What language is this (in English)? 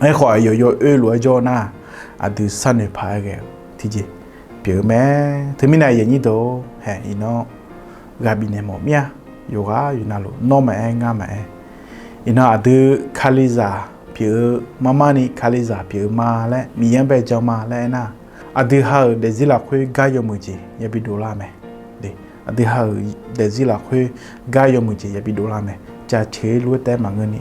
Akha